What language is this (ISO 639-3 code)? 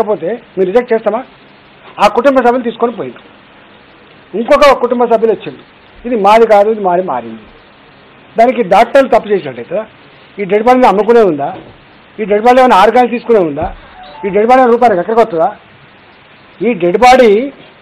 tel